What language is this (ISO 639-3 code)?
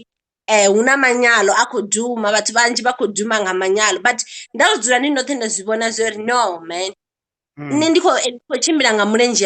ven